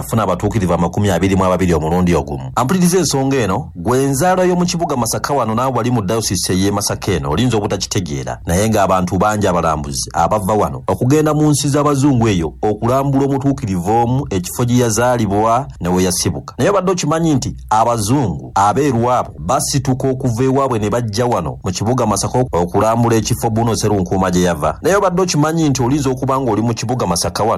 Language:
Ganda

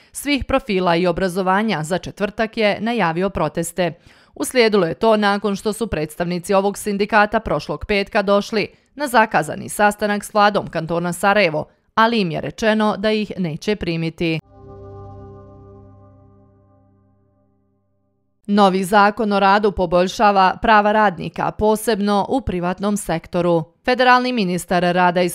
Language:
Bosnian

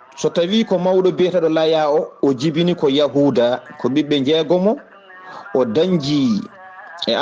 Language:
Fula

